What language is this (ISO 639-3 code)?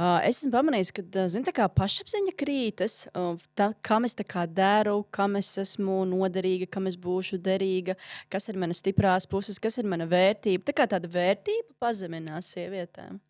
lav